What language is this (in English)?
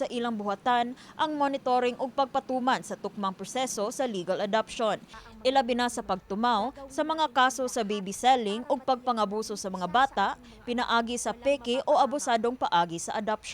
Cebuano